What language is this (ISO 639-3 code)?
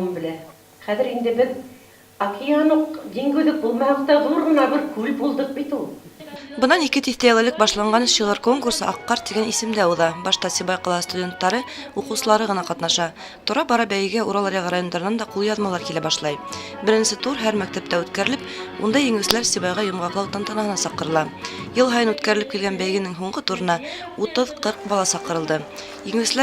bak